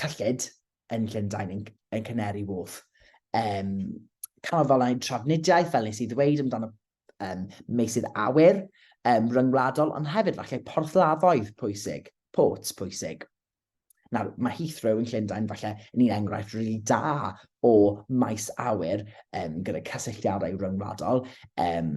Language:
Welsh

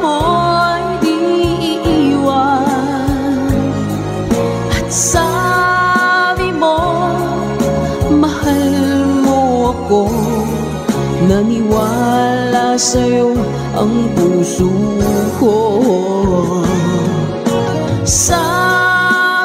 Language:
Filipino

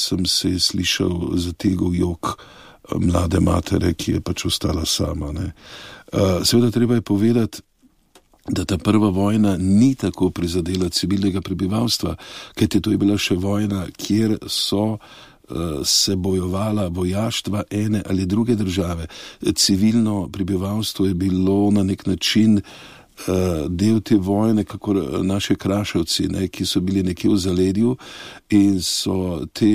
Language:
Slovenian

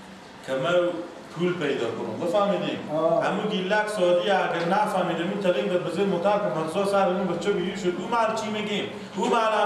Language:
Persian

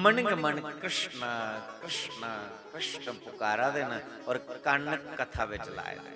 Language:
Dogri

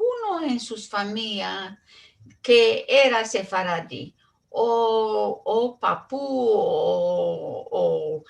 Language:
Ladino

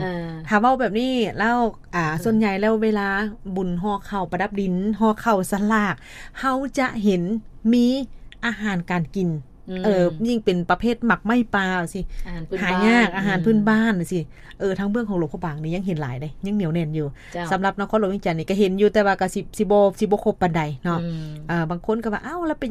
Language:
Lao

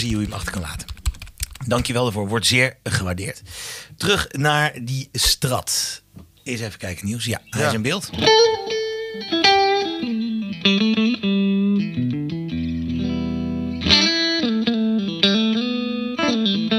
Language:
Dutch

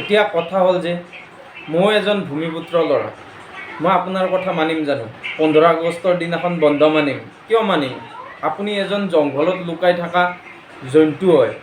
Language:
Assamese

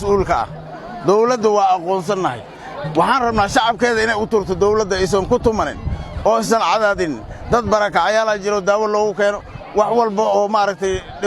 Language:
Somali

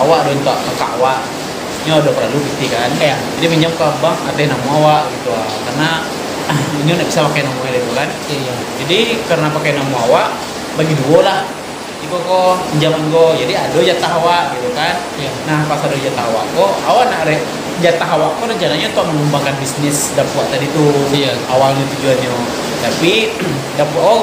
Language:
Minangkabau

